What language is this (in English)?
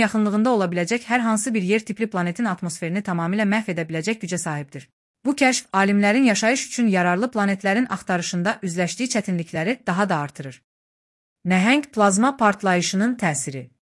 Azerbaijani